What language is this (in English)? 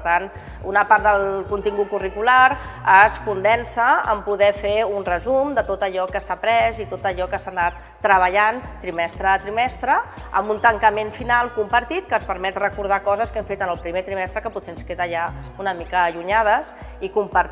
Catalan